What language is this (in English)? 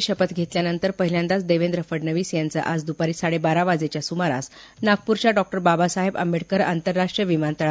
Marathi